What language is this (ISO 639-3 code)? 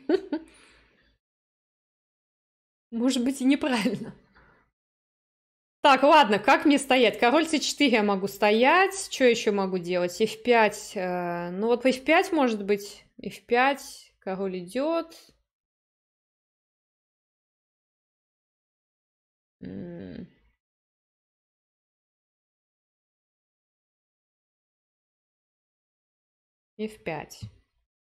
rus